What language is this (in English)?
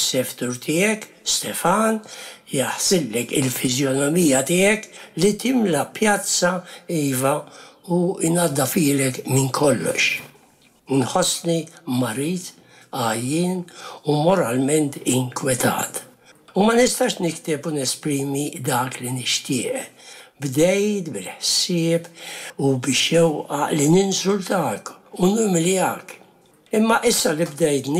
Maltese